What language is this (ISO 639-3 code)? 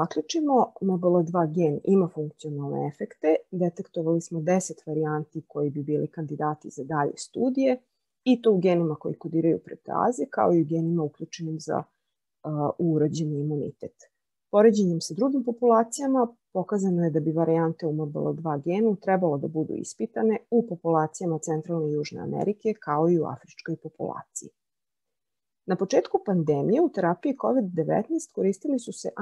srp